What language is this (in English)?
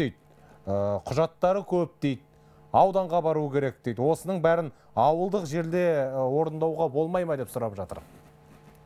Kazakh